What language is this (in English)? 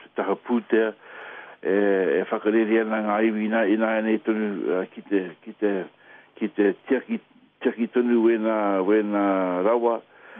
Māori